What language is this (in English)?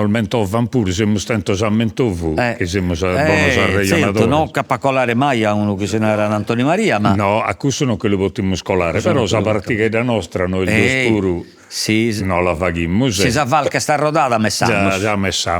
Sardinian